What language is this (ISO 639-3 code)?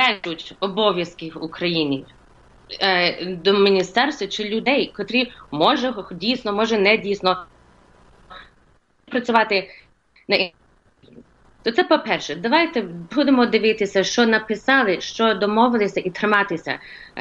ukr